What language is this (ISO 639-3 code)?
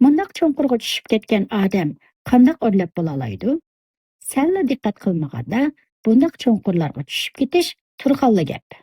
uig